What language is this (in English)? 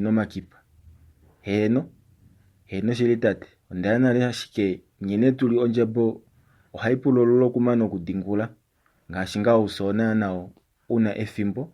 Kuanyama